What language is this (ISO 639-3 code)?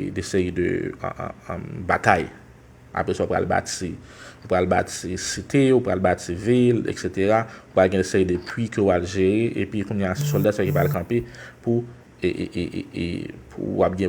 hat